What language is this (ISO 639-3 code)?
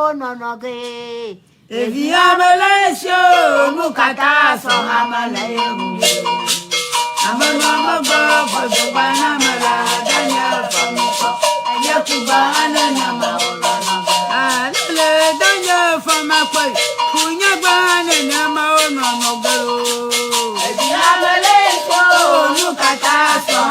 ewe